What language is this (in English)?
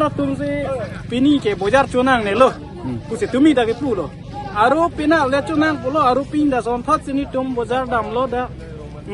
Karbi